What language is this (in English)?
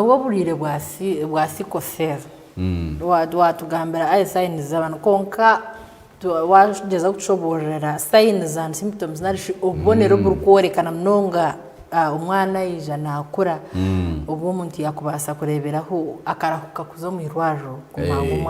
Nyankole